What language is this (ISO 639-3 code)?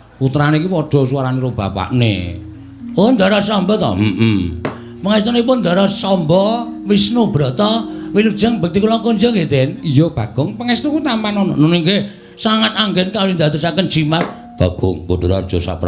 jav